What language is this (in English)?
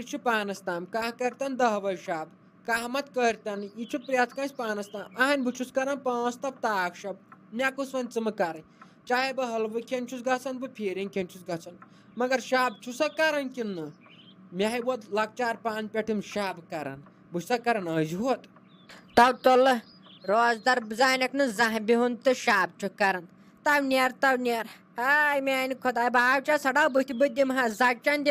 Kashmiri